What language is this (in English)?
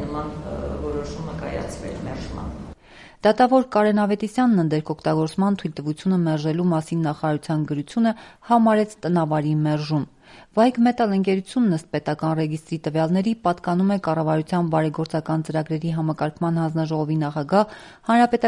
Armenian